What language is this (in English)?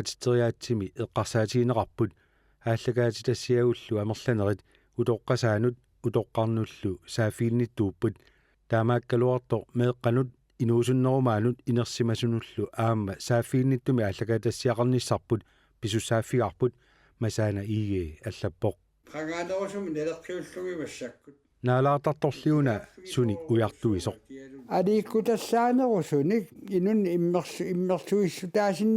Kalaallisut